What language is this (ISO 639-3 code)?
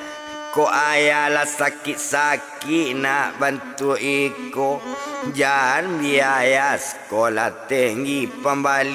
min